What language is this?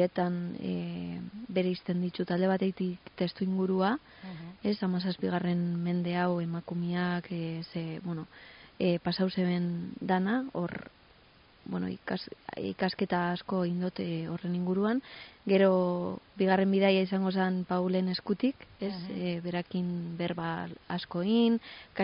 Basque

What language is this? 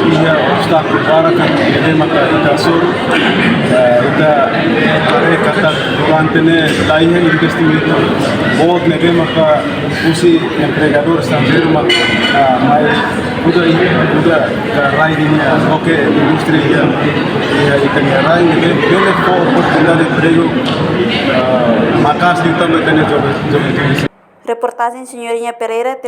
Tetum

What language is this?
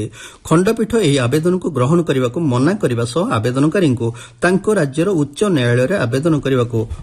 Odia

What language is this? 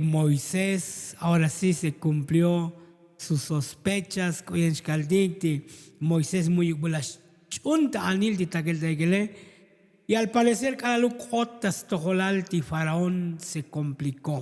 Tzotzil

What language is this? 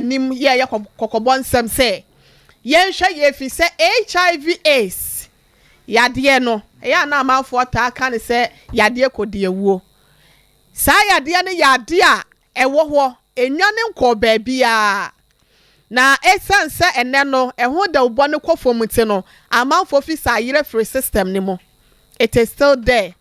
Akan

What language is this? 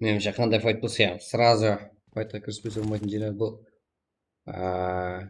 Kara-Kalpak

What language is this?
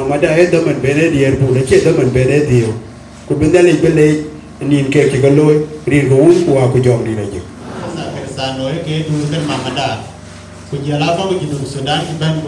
Dinka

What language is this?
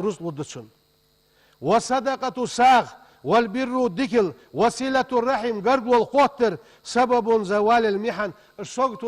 Ingush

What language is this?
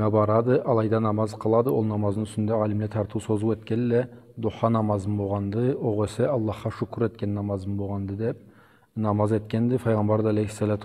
Karachay-Balkar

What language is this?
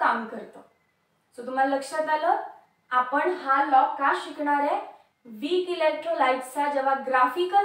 Marathi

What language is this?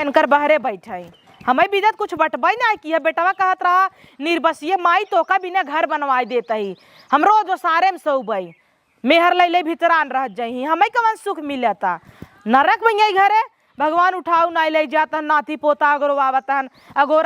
Awadhi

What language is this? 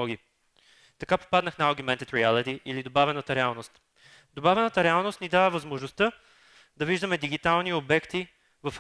Bulgarian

